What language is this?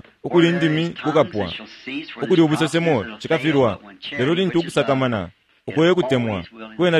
Bemba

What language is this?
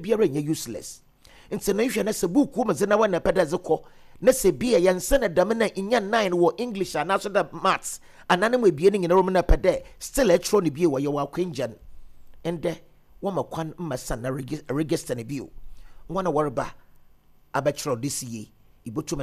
Akan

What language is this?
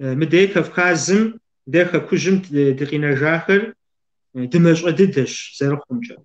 Kabardian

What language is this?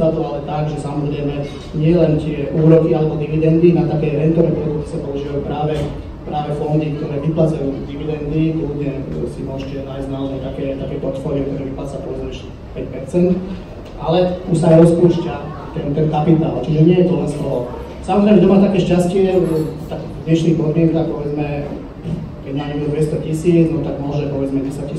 Slovak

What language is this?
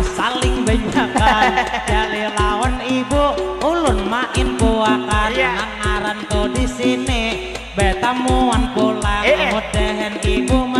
Banjar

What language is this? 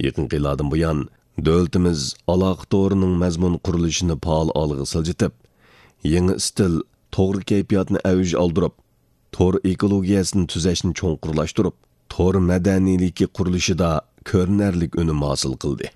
Uyghur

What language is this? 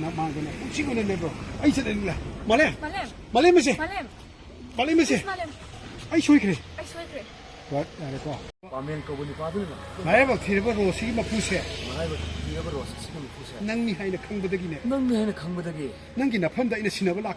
Manipuri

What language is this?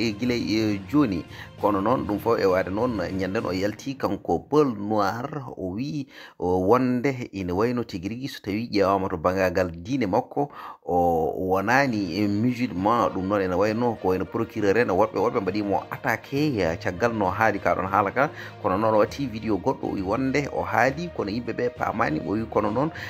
Fula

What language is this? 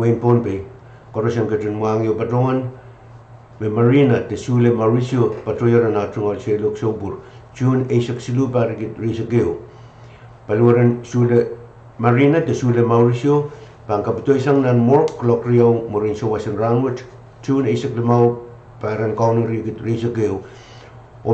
Pohnpeian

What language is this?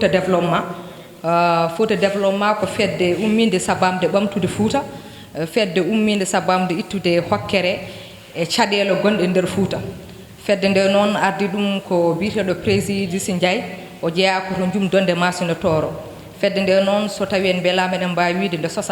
Fula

